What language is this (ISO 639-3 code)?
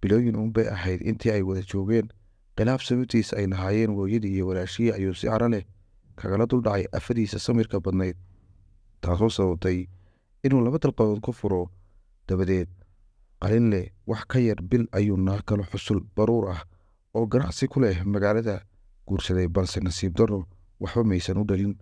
som